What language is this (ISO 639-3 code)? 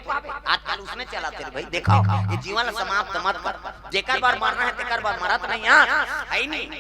hne